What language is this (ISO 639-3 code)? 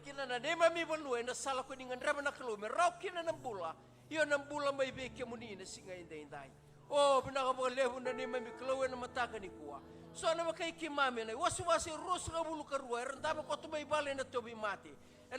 fij